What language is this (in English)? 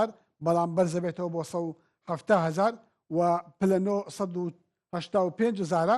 Central Kurdish